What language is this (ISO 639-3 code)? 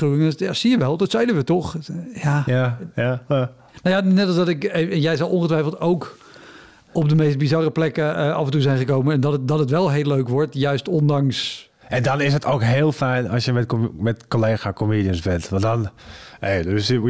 nld